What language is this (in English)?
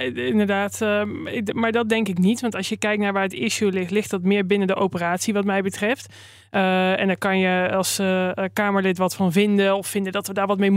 Dutch